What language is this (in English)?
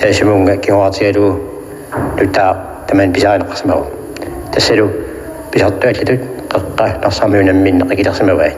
Kalaallisut